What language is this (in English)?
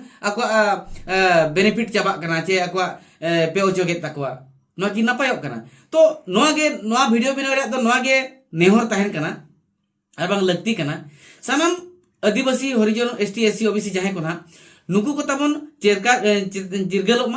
Santali